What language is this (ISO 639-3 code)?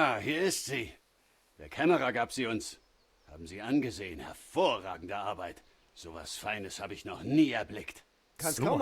bar